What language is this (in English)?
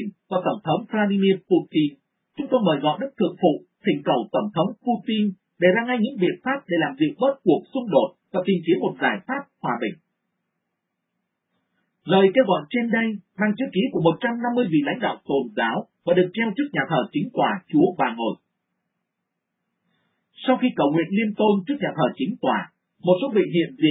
Vietnamese